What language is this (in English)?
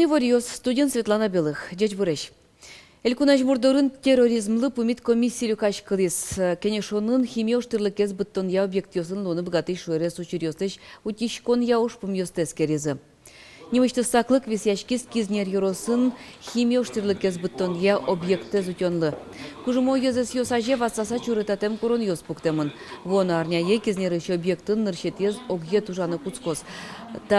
Udmurt